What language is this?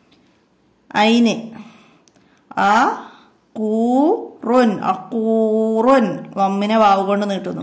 Malayalam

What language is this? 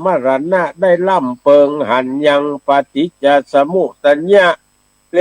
Northern Thai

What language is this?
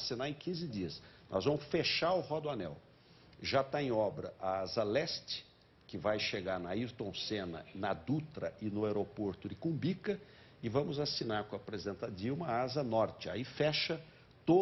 Portuguese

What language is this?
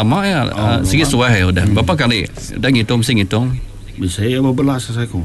Iban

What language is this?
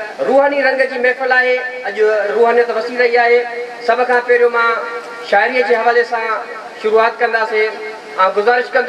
Sindhi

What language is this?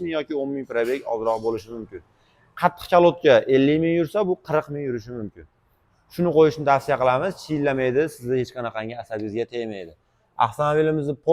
Uzbek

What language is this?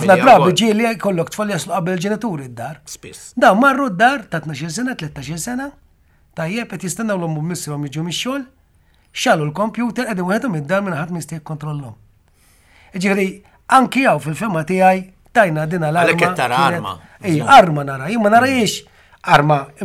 Maltese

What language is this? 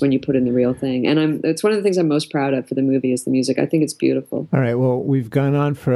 English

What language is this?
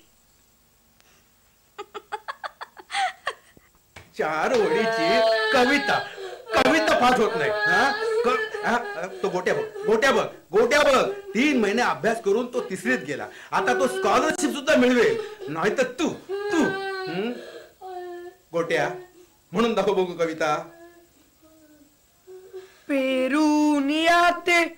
Marathi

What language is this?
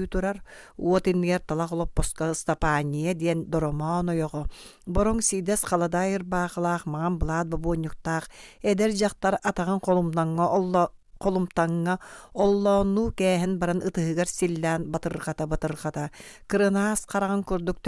Yakut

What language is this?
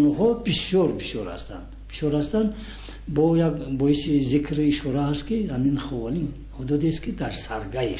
Tajik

